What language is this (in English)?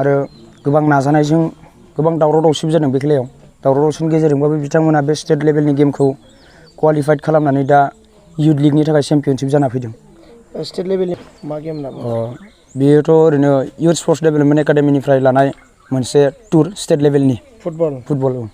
Bodo